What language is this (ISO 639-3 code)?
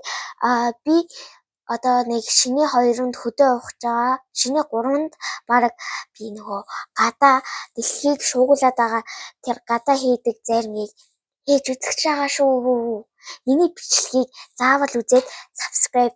mon